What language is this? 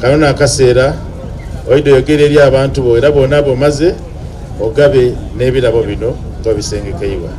Soga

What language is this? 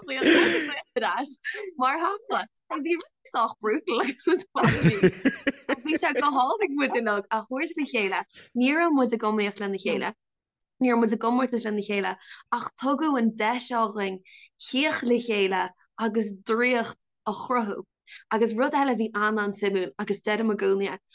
Irish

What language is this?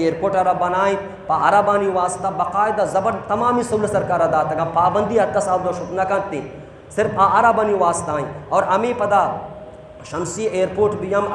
Baluchi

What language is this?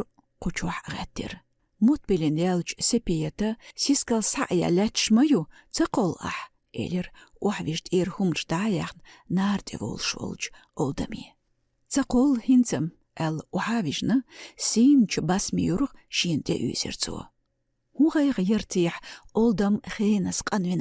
Chechen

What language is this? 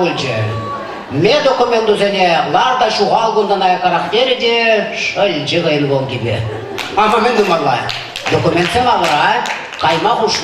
Chuvash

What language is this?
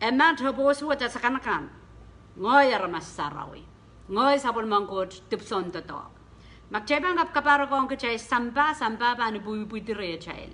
Pohnpeian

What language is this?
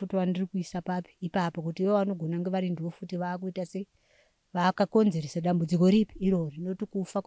Shona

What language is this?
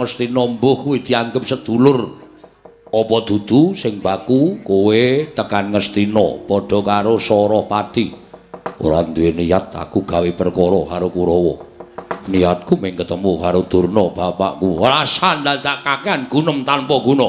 Javanese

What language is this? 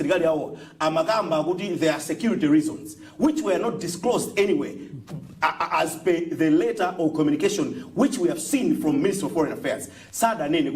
Nyanja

